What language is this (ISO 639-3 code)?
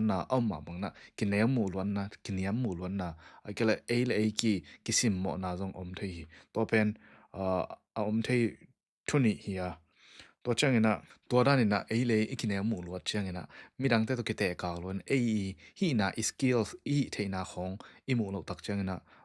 ctd